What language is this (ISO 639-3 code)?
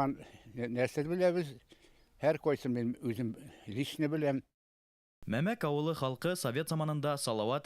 bak